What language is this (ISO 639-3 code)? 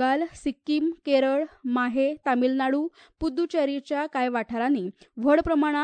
kok